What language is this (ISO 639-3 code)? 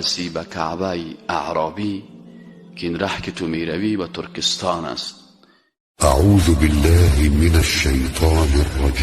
fas